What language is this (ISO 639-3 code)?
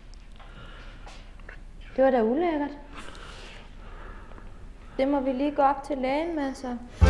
dan